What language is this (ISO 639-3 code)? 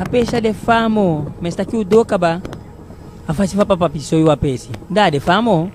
djk